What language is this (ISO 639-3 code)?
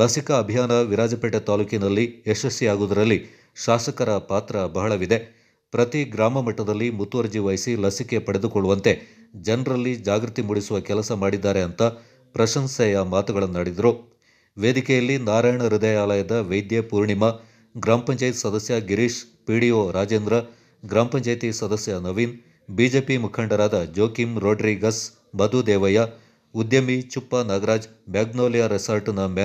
kan